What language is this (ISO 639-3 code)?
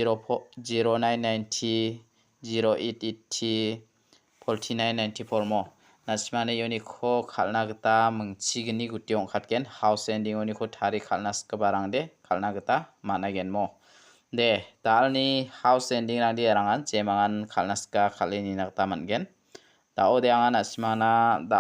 grt